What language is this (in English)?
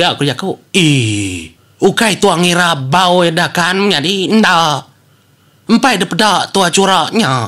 Iban